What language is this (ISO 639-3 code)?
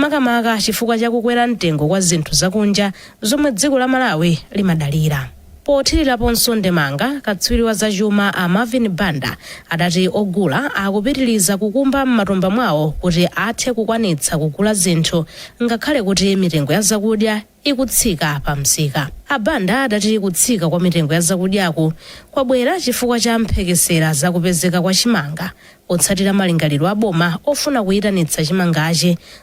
nya